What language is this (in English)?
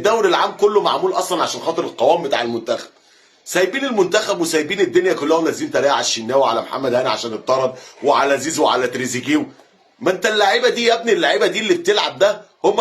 Egyptian Arabic